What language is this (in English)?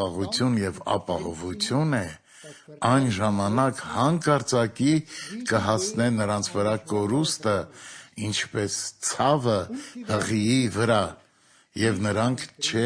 Armenian